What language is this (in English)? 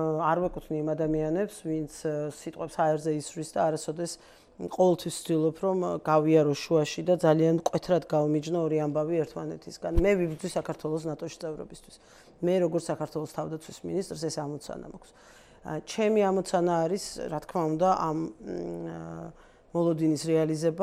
Georgian